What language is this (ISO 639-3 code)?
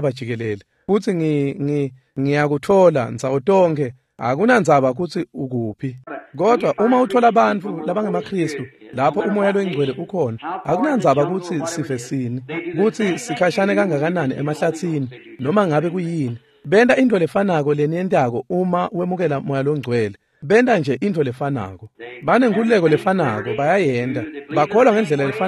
ssw